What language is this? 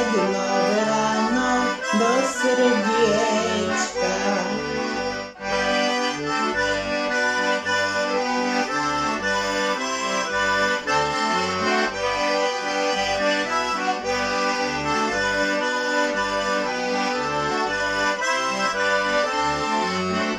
Slovak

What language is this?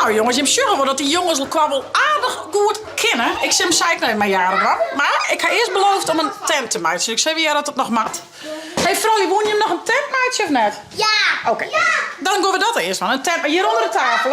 Western Frisian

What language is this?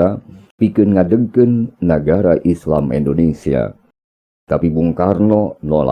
Sundanese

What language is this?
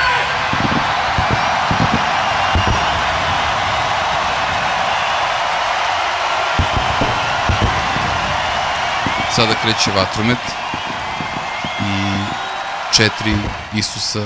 Serbian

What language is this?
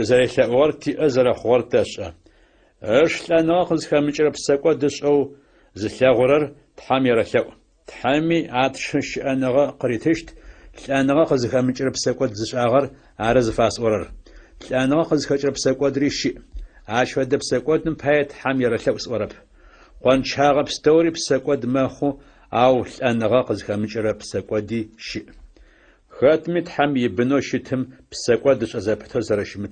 Adyghe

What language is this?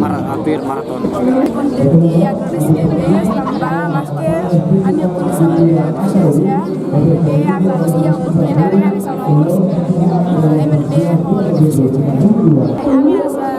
Tetum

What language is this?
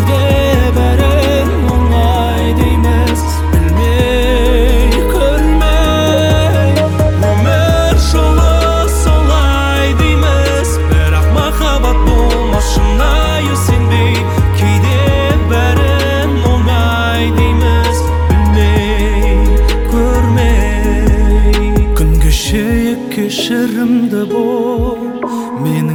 Kazakh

